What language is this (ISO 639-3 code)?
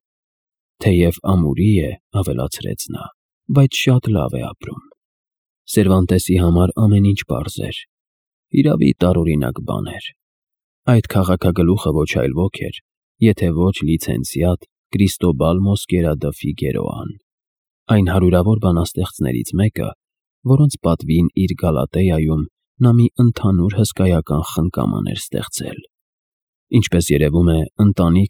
hye